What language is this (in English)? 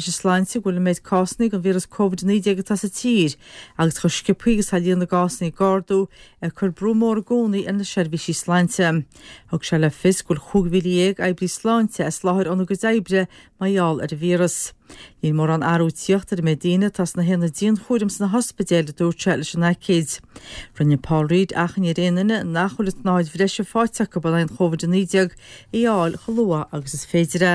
Irish